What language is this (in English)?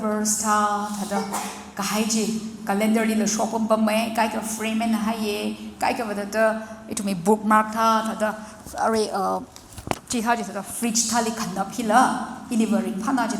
Tangkhul Naga (India)